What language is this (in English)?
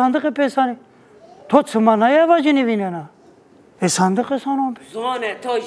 Zaza